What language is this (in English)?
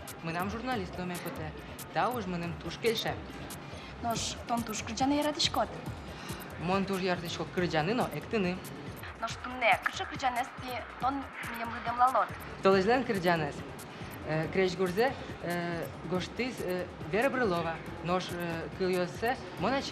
Udmurt